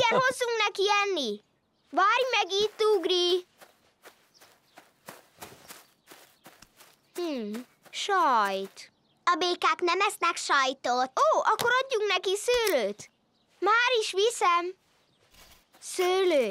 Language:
Hungarian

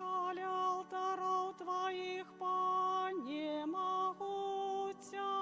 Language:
Belarusian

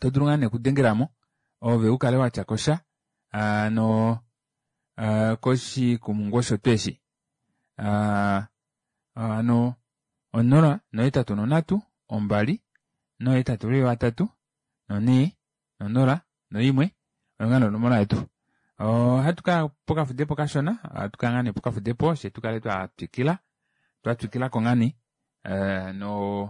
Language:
Kuanyama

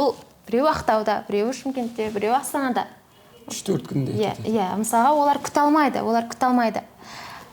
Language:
Kazakh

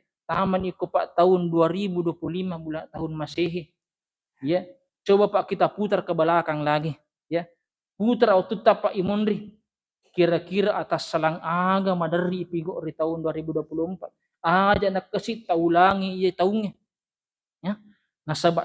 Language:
Buginese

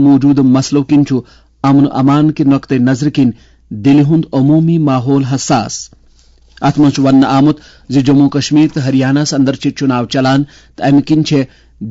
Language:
Kashmiri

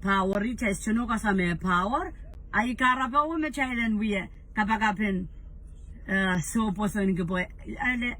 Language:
Pohnpeian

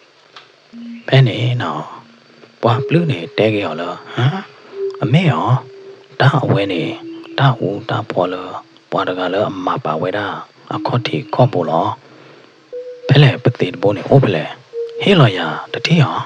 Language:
S'gaw Karen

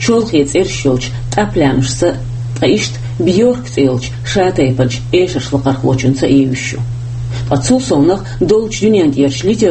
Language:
Chechen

